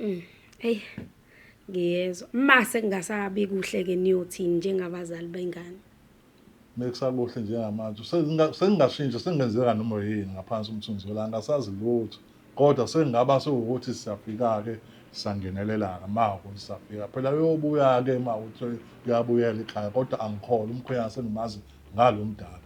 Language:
Zulu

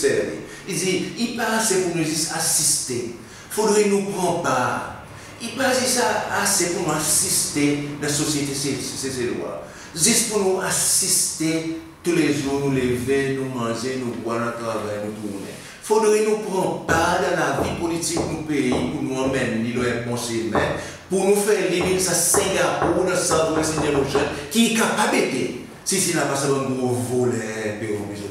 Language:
Seselwa Creole French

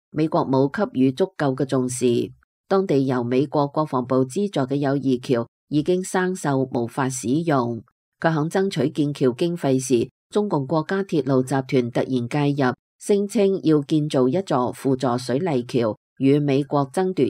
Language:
Cantonese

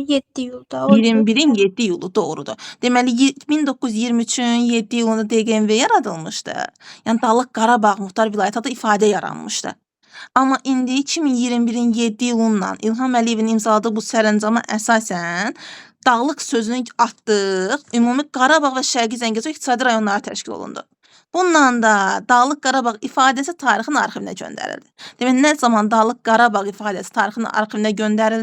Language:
Azerbaijani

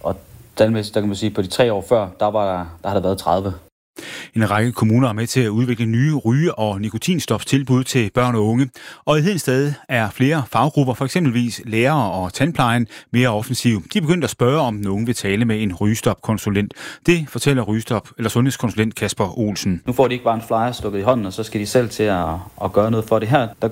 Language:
Danish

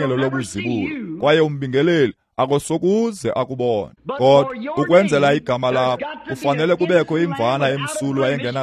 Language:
Xhosa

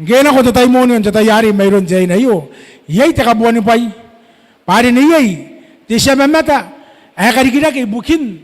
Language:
Gilbertese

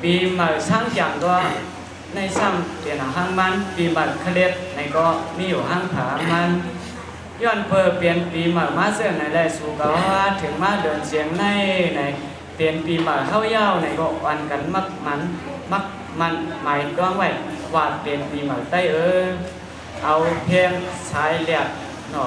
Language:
Shan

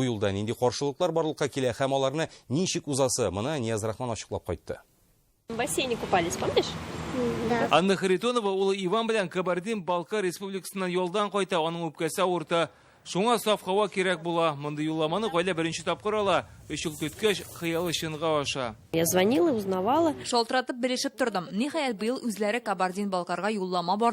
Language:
Tatar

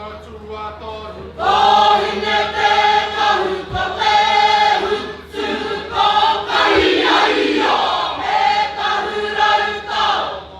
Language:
Māori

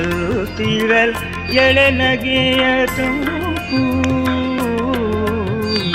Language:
Kannada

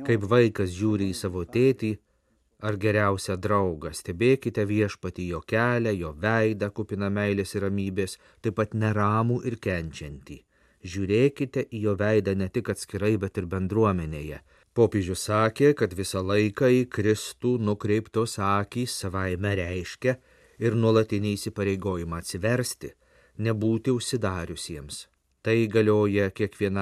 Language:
Lithuanian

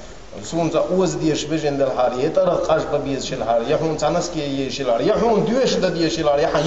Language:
Chechen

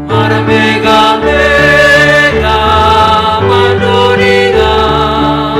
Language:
Batak Simalungun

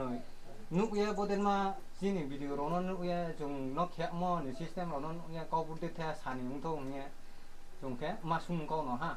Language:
Riang (India)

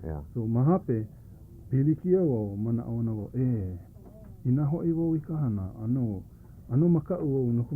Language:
Hawaiian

